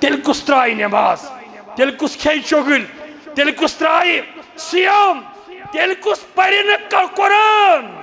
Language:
Kashmiri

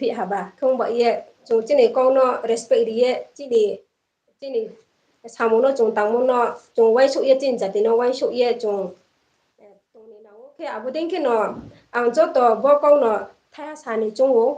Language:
Riang (India)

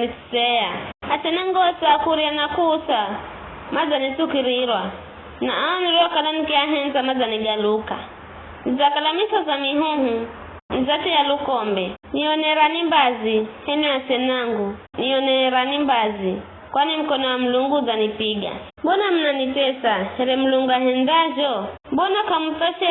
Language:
Giryama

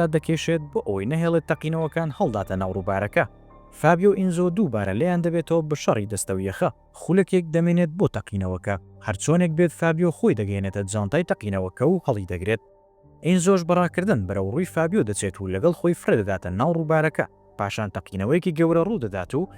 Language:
Central Kurdish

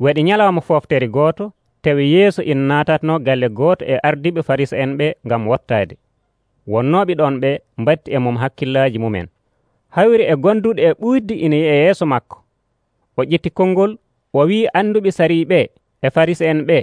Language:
Nigerian Fulfulde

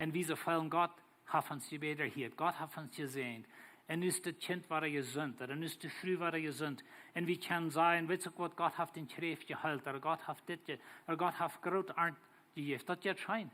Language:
Plautdietsch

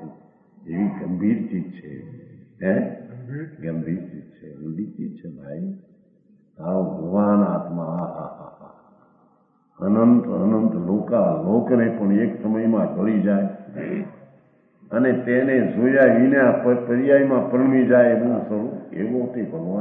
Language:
Gujarati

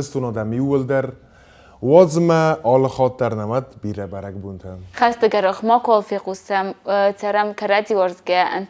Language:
Ossetic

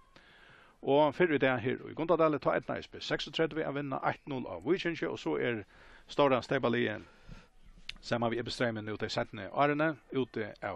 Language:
Faroese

